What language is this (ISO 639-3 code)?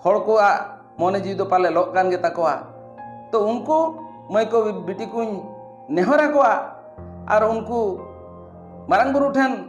sat